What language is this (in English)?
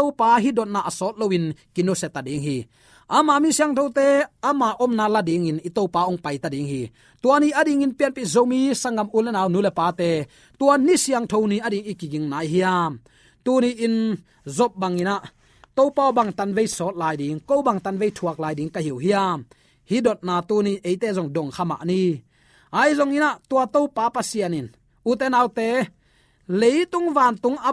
Tedim Chin